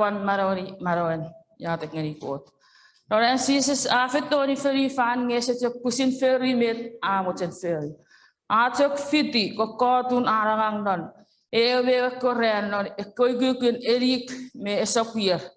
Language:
Chuukese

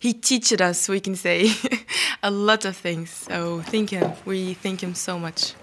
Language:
Western Frisian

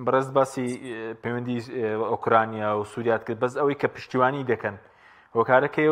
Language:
Central Kurdish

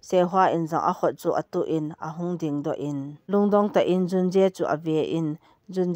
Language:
Thado Chin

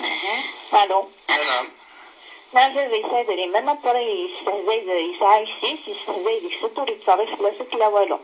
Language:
Kabyle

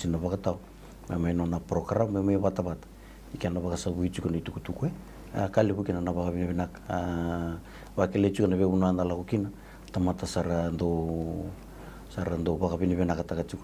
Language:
Fijian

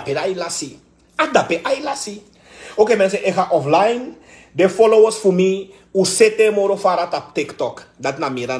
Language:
Sranan Tongo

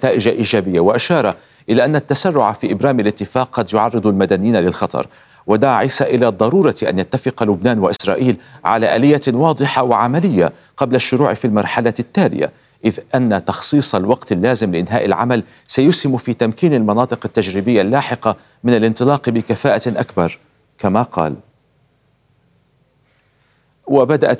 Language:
Arabic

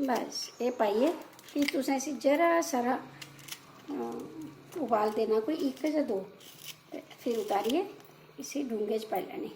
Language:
Dogri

